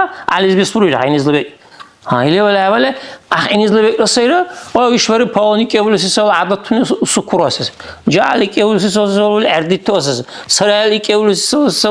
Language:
Dargwa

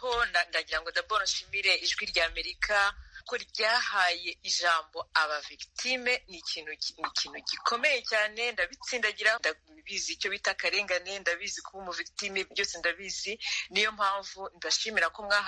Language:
Kinyarwanda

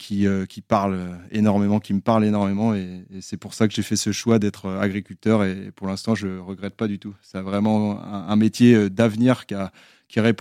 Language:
French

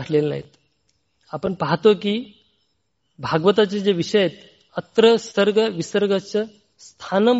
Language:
Marathi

